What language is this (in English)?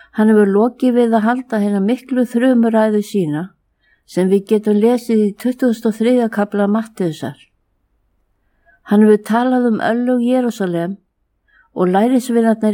Icelandic